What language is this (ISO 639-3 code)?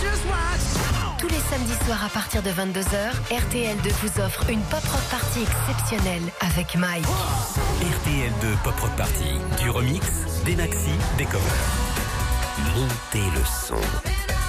fra